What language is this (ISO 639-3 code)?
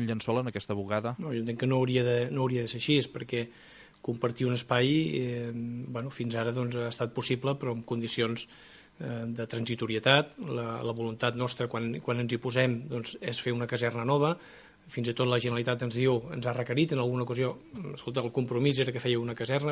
cat